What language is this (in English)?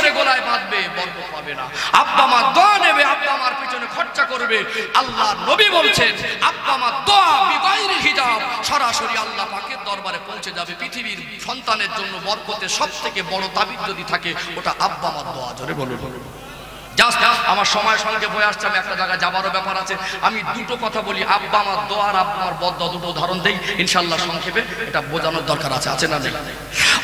Bangla